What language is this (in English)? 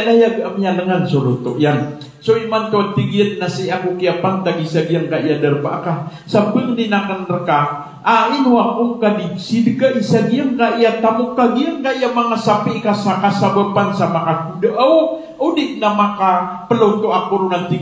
Maranao